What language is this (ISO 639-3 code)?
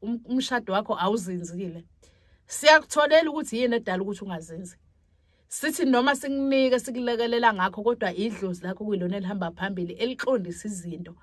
zul